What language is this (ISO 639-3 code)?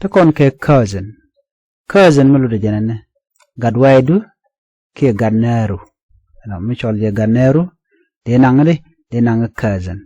nus